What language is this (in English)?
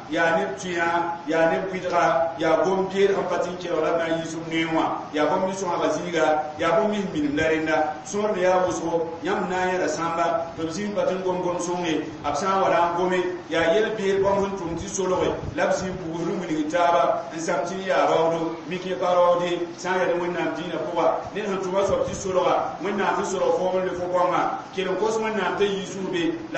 Mossi